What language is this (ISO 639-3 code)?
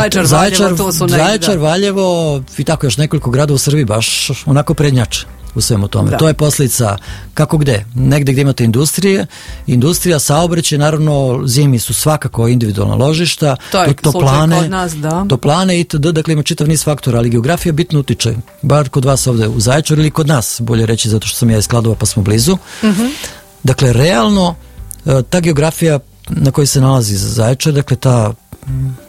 srp